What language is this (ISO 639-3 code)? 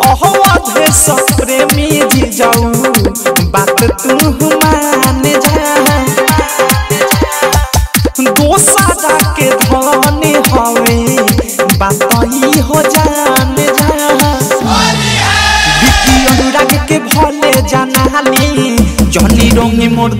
bho